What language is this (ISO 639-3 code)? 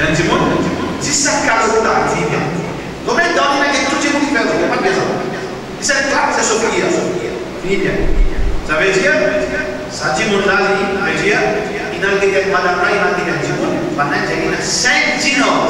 mfe